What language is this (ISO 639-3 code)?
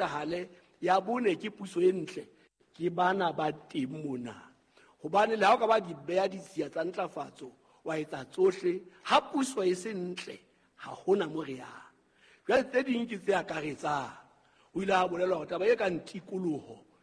sot